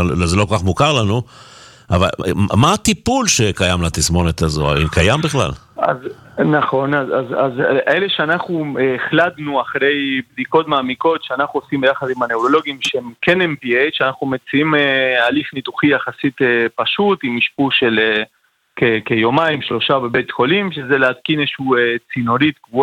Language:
Hebrew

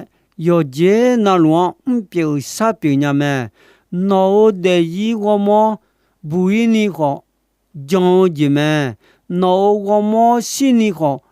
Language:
Akha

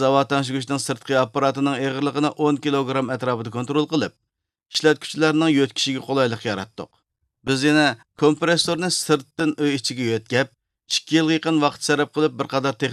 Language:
Uyghur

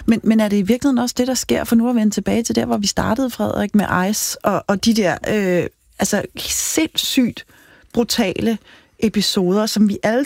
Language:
Danish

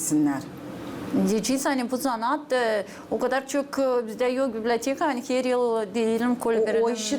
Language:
Gagauz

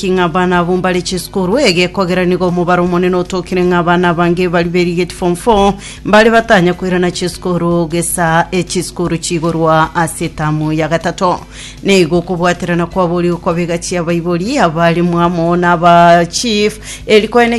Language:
Gusii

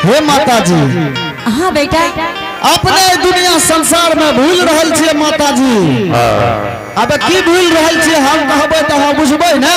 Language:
Angika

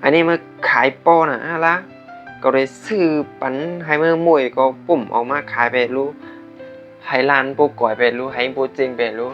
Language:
Shan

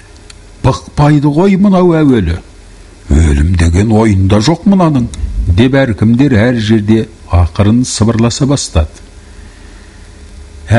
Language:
Kazakh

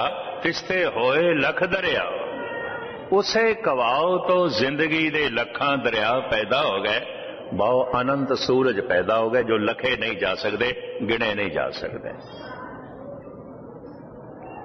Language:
Punjabi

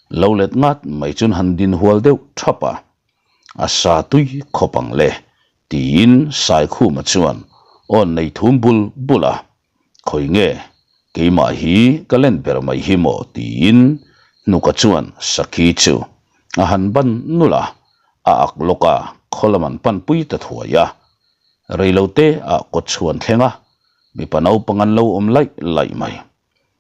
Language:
Mizo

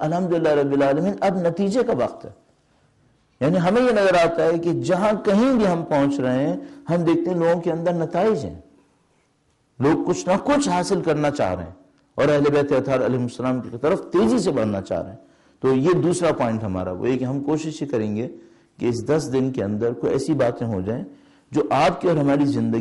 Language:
Urdu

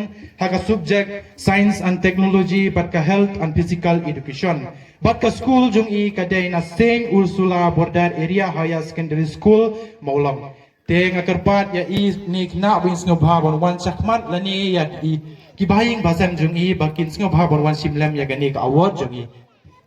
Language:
Khasi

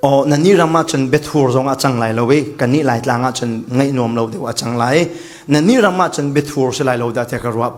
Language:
Falam Chin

